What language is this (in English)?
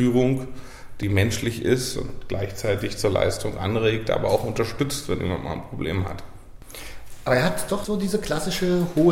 German